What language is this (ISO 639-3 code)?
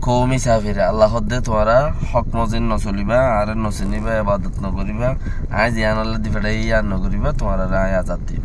rhg